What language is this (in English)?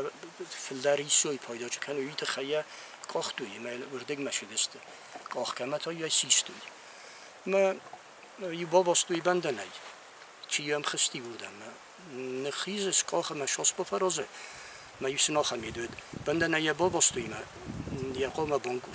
Ossetic